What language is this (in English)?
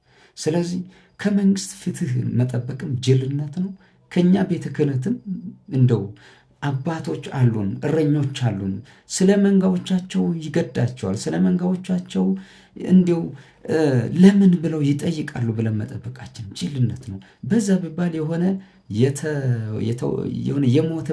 Amharic